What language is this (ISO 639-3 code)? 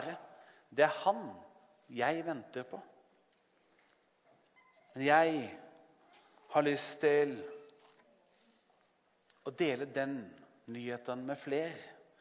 nor